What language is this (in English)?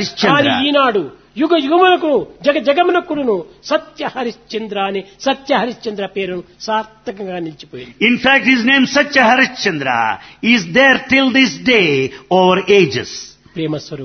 Telugu